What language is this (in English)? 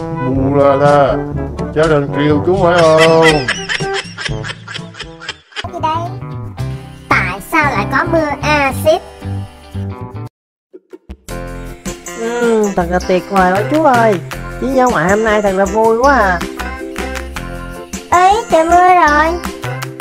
Vietnamese